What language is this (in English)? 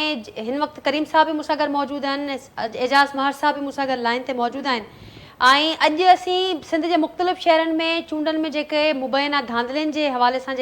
Sindhi